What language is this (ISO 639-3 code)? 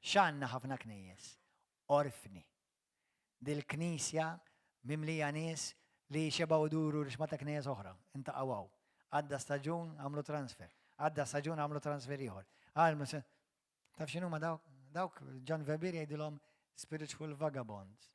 mlt